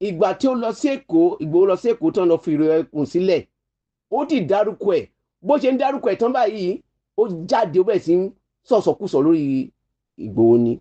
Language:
Yoruba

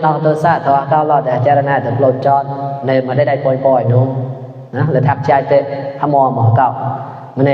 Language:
Mon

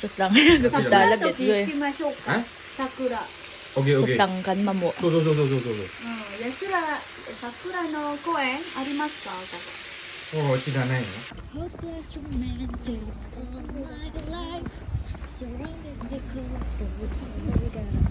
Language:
Mizo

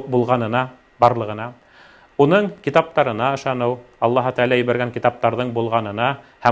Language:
Bashkir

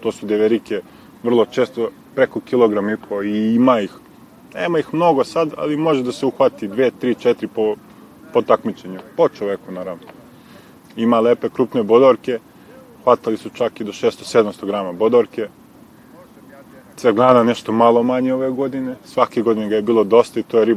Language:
Serbian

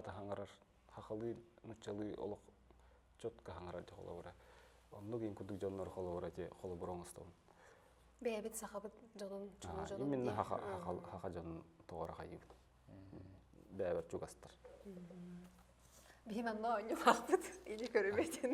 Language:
Yakut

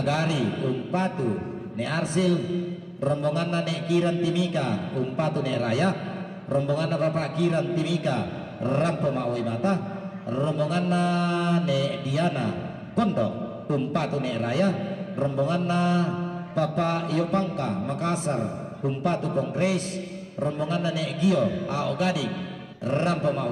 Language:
Toraja-Sa'dan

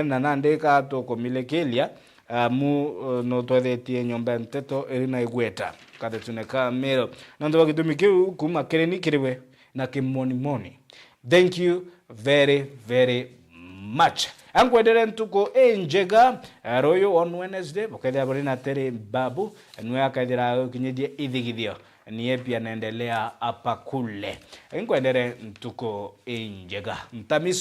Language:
Meru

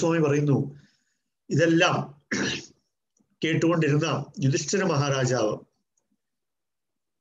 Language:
Malayalam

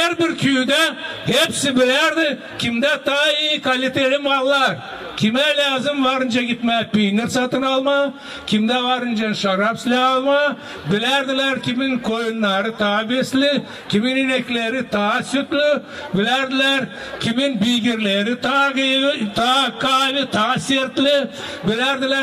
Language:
Gagauz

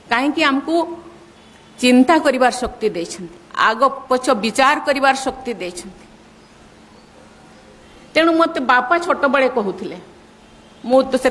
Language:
Odia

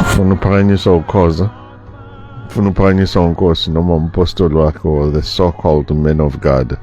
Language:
Zulu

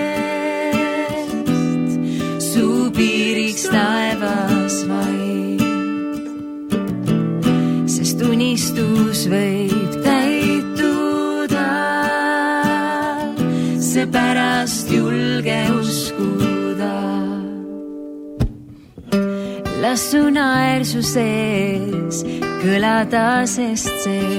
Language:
Estonian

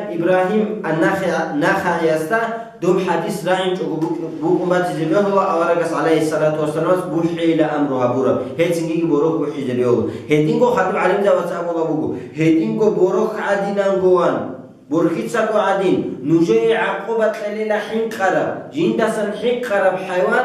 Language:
Avaric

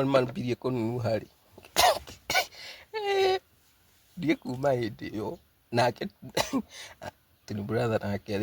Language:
Kikuyu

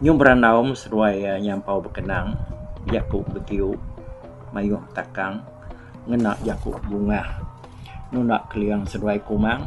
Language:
Iban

